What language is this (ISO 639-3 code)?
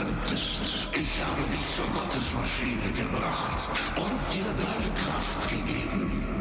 bar